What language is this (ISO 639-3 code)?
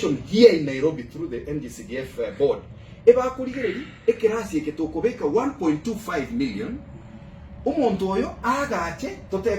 guz